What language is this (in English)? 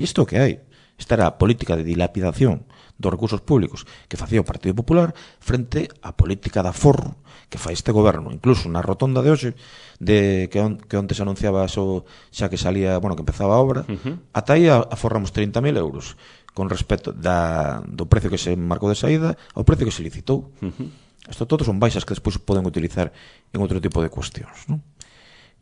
Galician